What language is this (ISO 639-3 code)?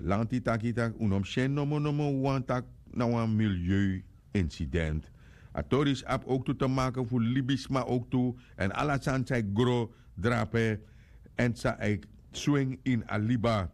srn